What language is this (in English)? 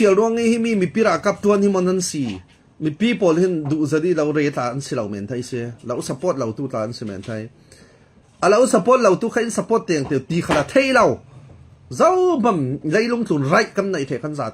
Falam Chin